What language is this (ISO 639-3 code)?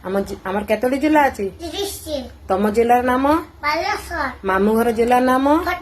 ori